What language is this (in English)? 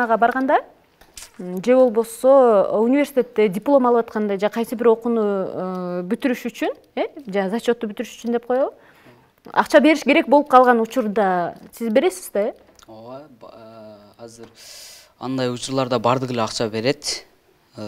Kyrgyz